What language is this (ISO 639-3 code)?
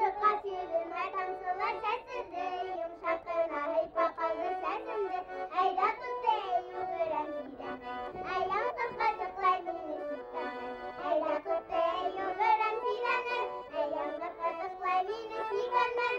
bak